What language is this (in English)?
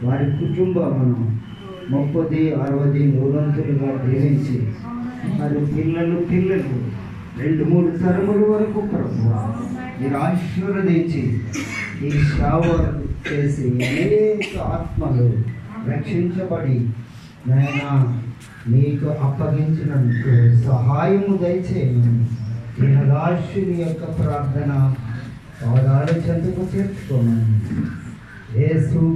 Telugu